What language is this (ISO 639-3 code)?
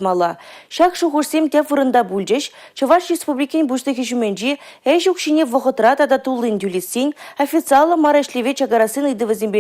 chv